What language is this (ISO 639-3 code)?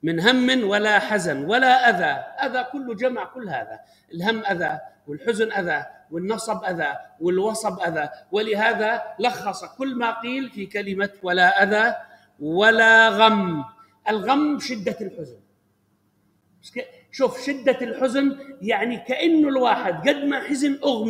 ara